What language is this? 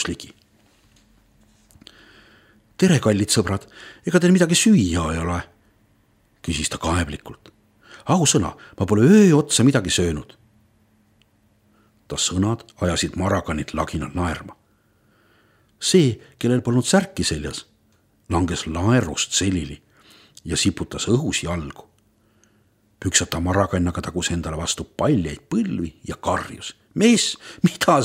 Estonian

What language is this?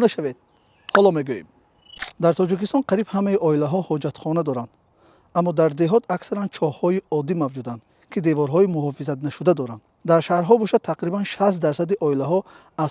Tajik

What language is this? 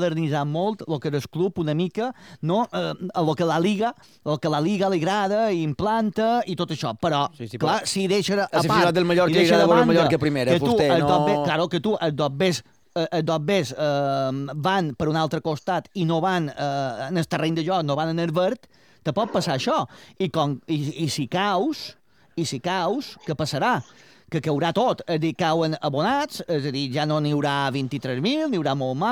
Catalan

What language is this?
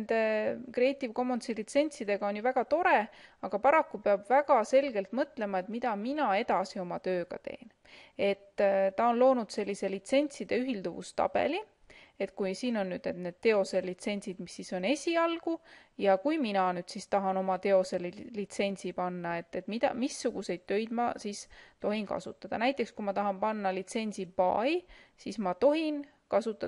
Estonian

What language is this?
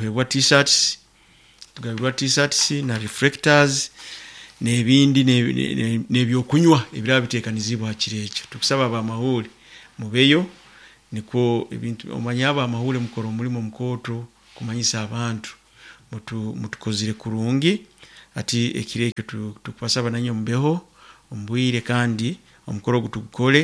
Nyoro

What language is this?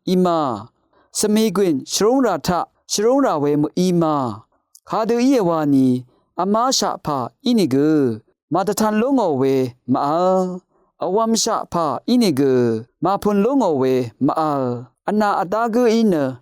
Rawang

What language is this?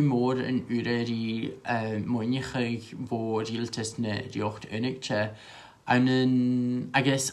Scottish Gaelic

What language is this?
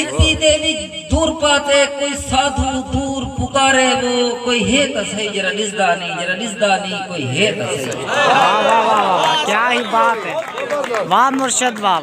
Saraiki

